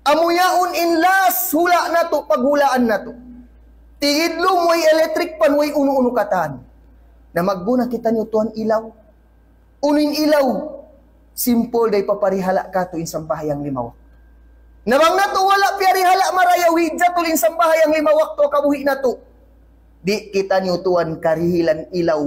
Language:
Tausug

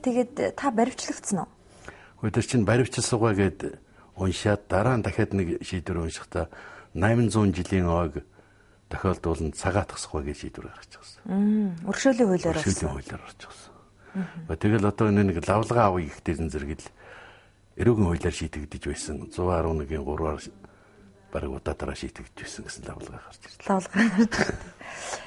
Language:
Mongolian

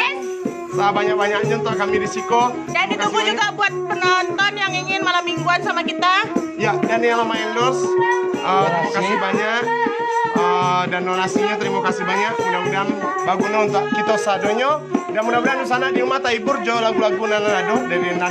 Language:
Minangkabau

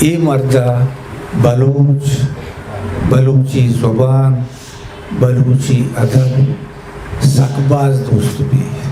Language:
Eastern Balochi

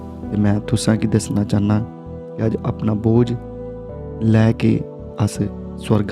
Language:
Dogri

